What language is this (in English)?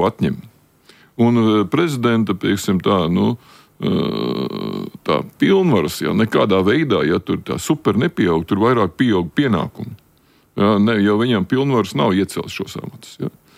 Latvian